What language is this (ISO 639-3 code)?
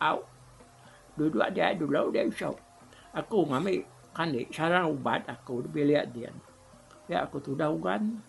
iba